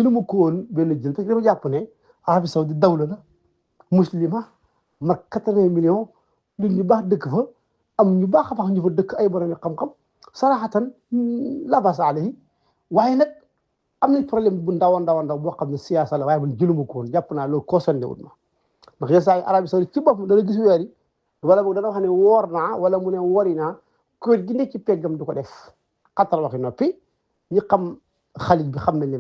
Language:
Wolof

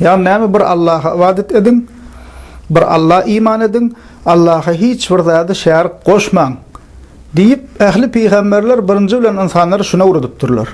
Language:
Turkmen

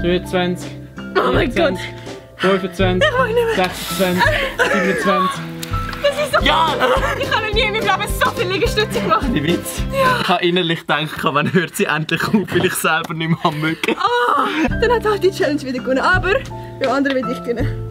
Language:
Swiss German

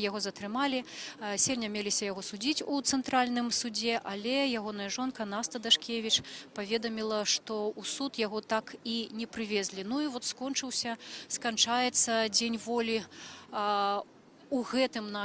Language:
Belarusian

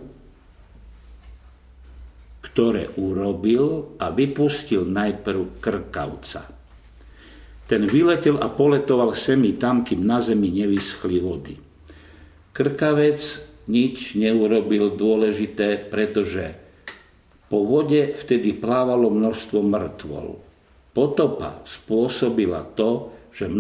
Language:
Slovak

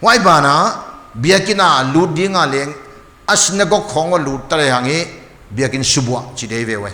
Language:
Paite Chin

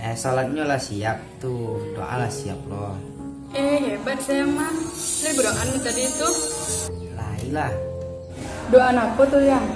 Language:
Minangkabau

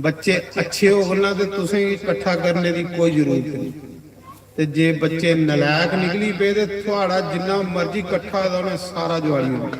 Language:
Dogri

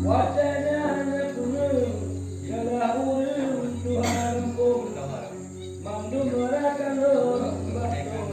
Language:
Achinese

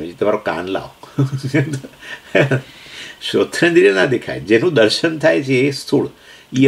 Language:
Gujarati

